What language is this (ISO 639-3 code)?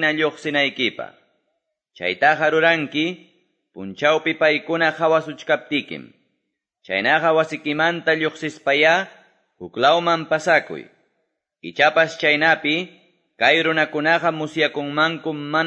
que